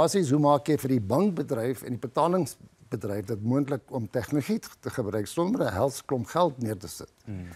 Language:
Afrikaans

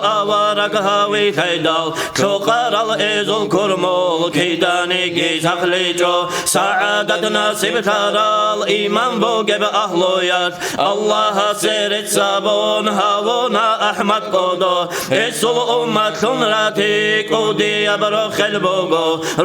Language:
Avaric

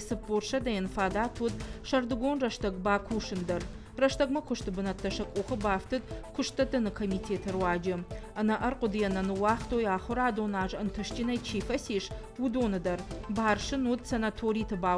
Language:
Ossetic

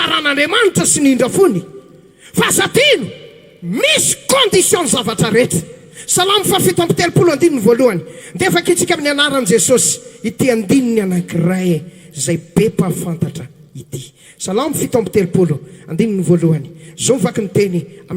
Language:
Malagasy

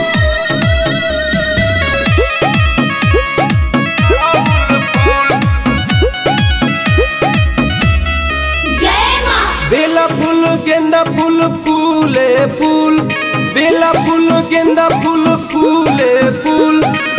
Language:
Bhojpuri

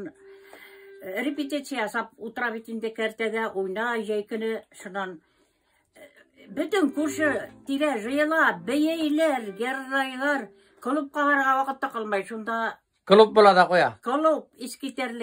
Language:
Tatar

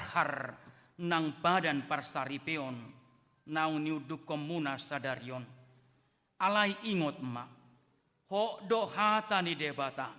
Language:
Batak Toba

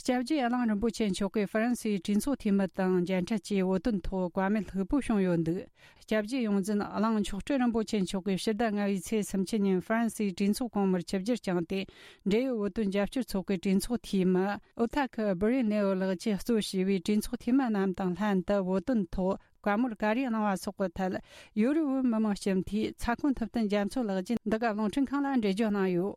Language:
Tibetan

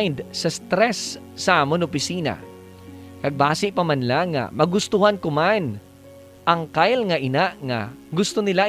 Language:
Hiligaynon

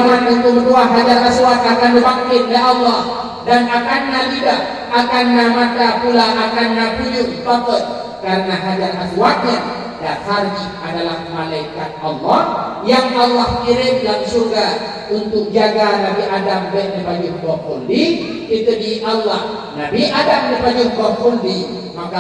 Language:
Achinese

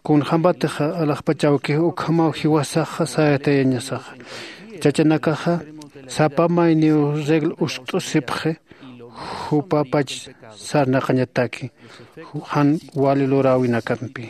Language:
Aymara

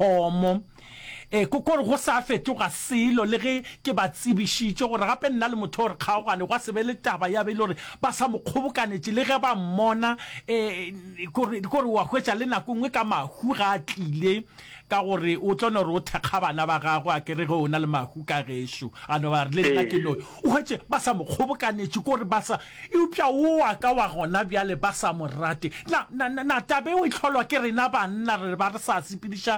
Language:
Northern Sotho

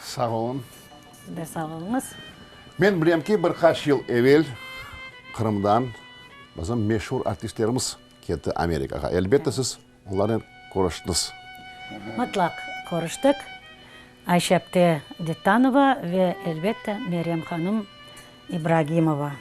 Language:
Crimean Tatar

